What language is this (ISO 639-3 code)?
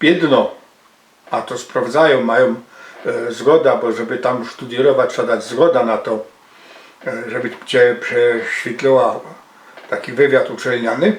szl